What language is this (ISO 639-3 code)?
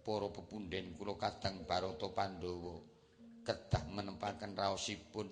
jav